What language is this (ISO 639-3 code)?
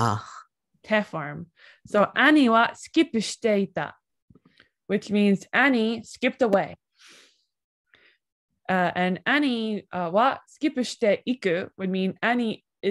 eng